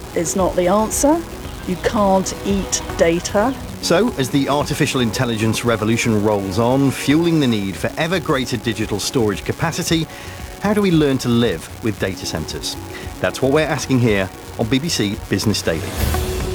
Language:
English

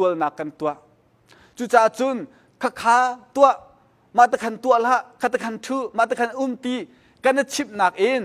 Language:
Hakha Chin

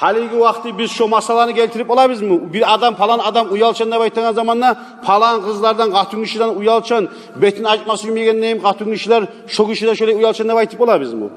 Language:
Kumyk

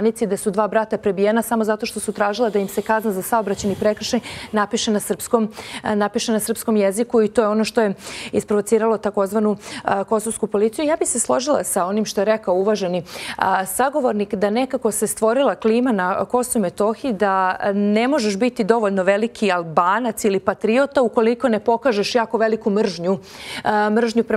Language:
Serbian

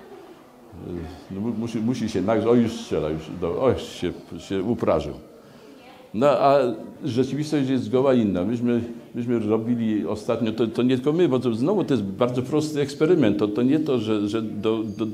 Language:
Polish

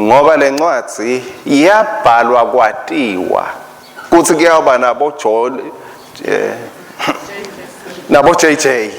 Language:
Swati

